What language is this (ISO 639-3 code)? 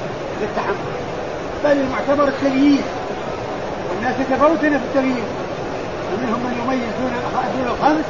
ara